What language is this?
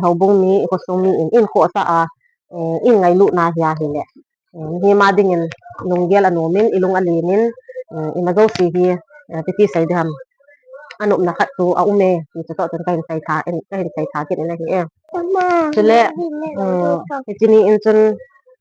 Thado Chin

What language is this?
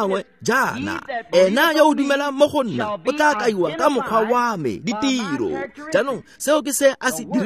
Tswana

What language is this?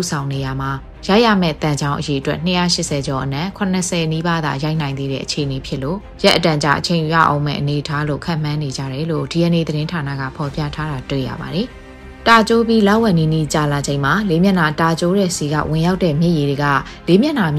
Burmese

